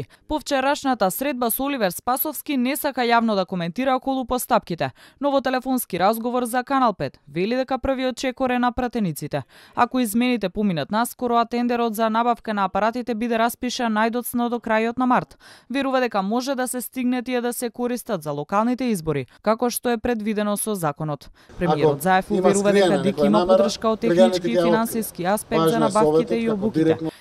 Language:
Macedonian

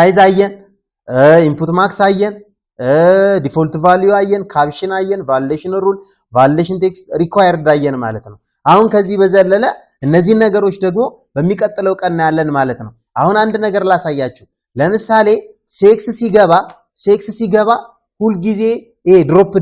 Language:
Amharic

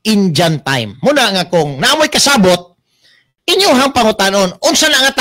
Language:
Cebuano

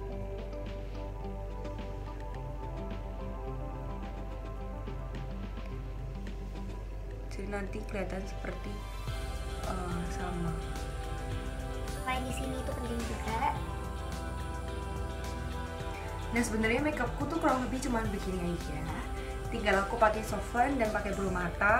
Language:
Indonesian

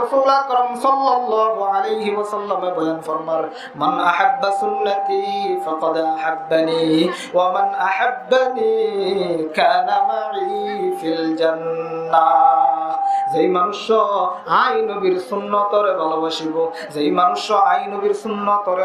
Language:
Rohingya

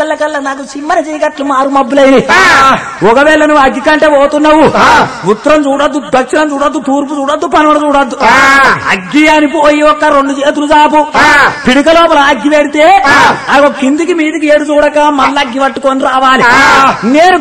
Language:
Telugu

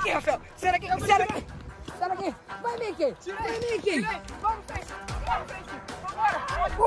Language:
Portuguese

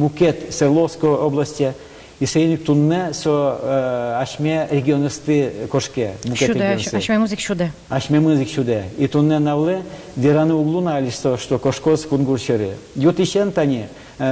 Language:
Udmurt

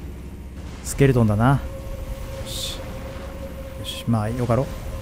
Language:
Japanese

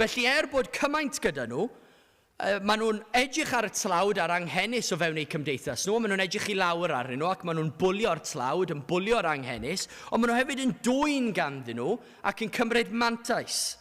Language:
Welsh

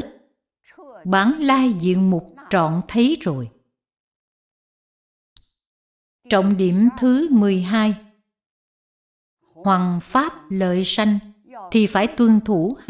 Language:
Vietnamese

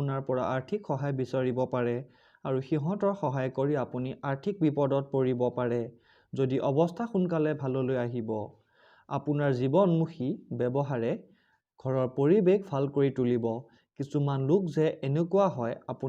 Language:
Assamese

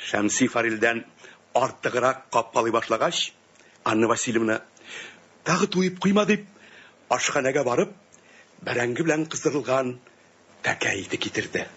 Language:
Tatar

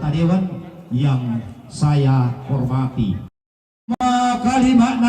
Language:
Toraja-Sa'dan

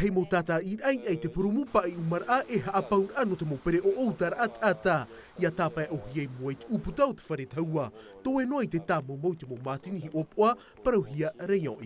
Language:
Tahitian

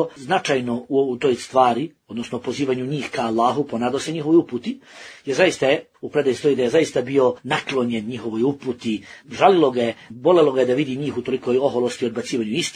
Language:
Bosnian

